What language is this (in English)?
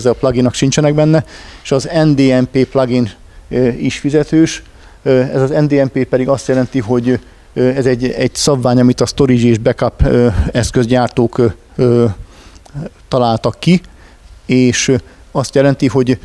Hungarian